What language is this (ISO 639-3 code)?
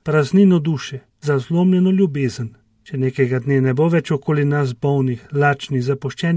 slv